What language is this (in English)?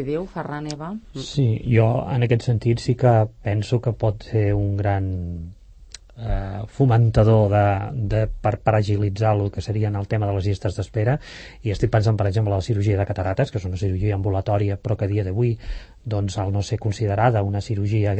Catalan